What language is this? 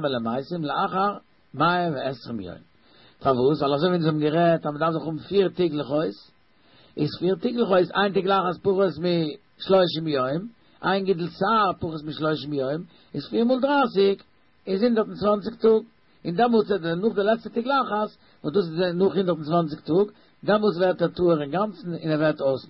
Yiddish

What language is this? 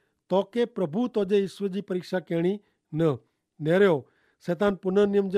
Kachhi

